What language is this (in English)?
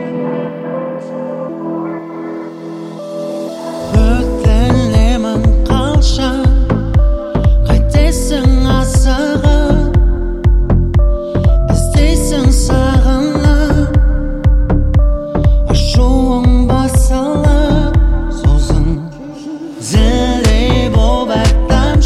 Kazakh